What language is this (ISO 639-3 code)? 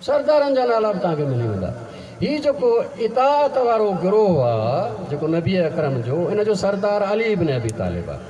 snd